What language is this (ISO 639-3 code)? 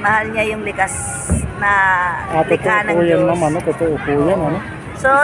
fil